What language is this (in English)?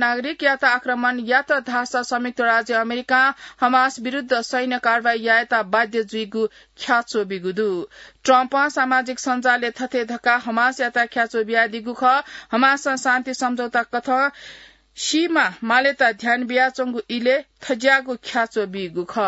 Newari